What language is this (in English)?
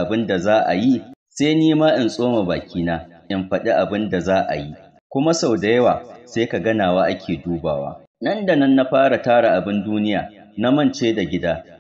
Hausa